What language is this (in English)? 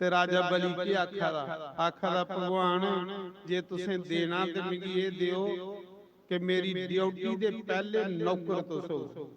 Dogri